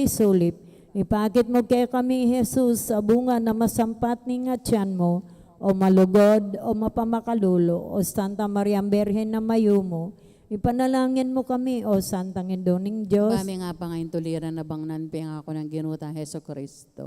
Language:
Pampanga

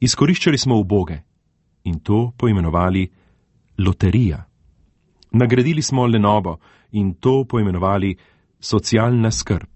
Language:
Slovenian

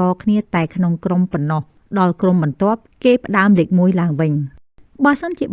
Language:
Khmer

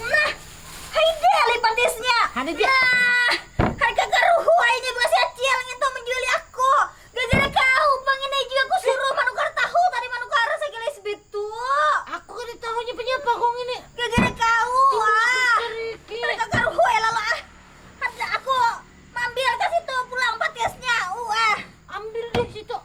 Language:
Banjar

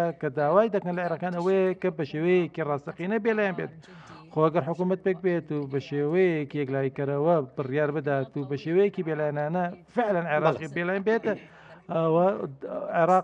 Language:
Central Kurdish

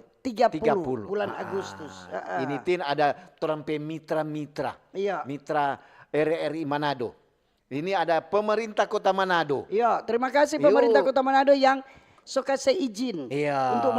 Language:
Manado Malay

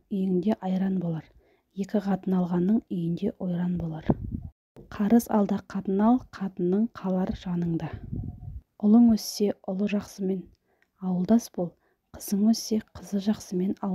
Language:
Kazakh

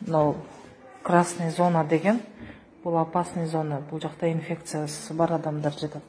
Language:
Kyrgyz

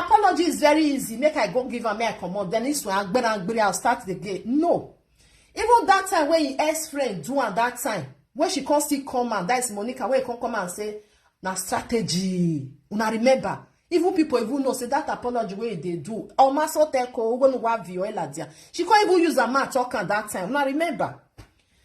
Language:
Nigerian Pidgin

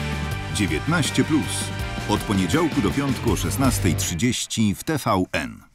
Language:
Polish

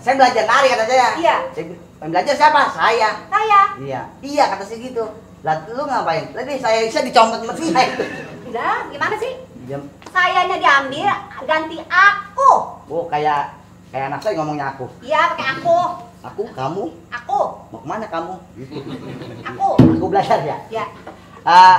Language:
Betawi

